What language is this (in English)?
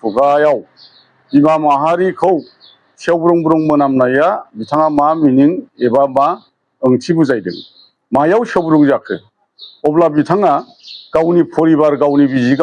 Bodo